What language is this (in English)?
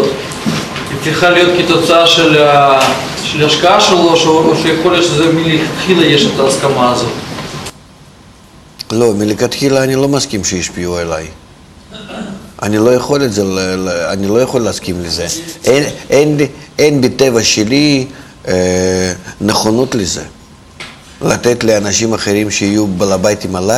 Hebrew